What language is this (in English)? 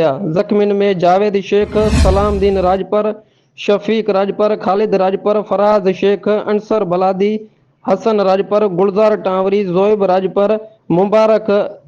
Sindhi